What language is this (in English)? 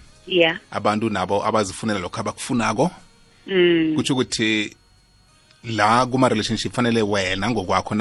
South Ndebele